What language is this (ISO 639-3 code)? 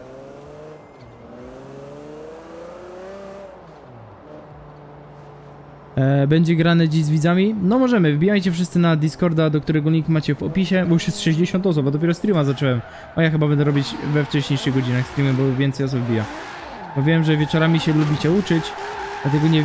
pol